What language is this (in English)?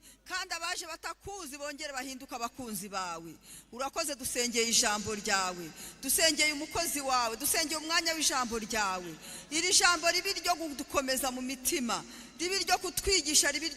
Kinyarwanda